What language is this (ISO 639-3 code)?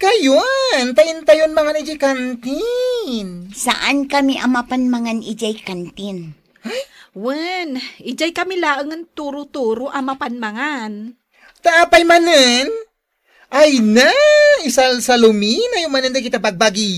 ilo